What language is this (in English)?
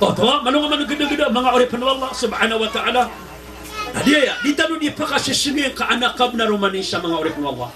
Maranao